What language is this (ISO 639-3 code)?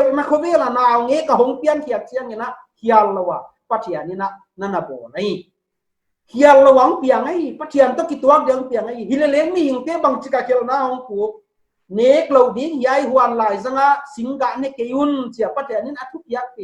pck